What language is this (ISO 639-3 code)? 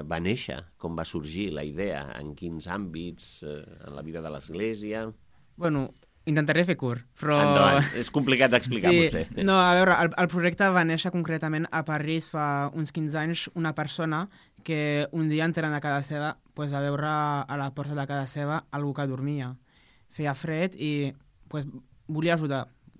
cat